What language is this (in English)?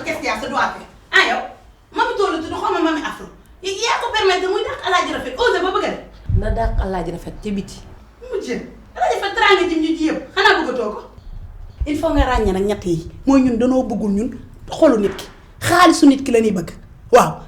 Wolof